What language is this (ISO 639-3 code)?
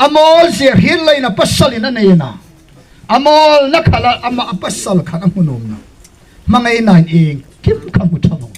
hmr